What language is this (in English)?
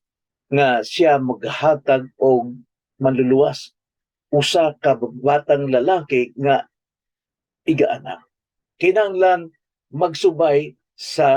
Cebuano